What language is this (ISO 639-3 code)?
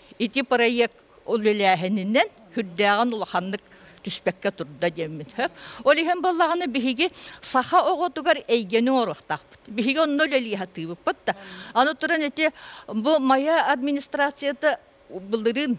sah